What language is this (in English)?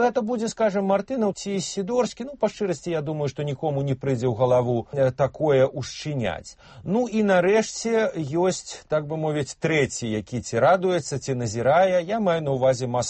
Belarusian